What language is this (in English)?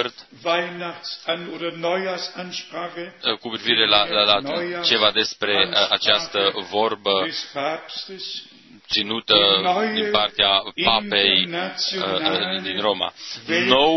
Romanian